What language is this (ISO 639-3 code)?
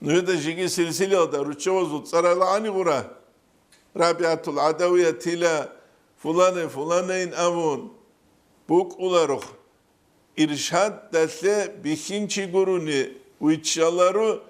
ava